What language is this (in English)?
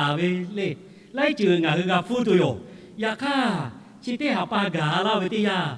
Lahu